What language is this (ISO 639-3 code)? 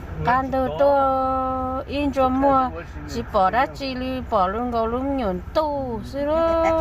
hmn